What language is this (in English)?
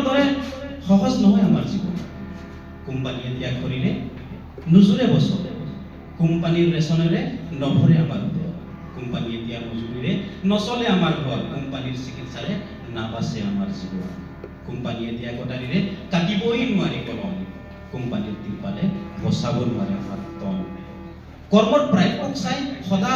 Assamese